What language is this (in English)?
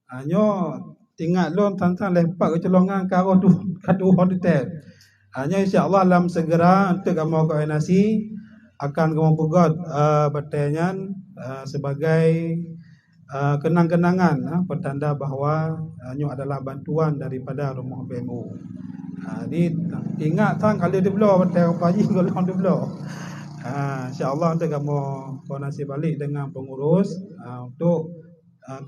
Achinese